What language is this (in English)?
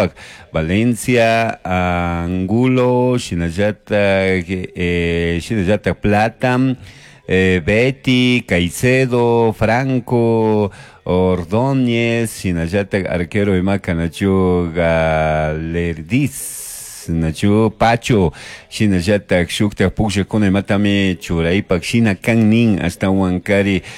Chimborazo Highland Quichua